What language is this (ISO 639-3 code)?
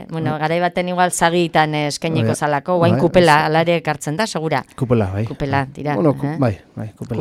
eus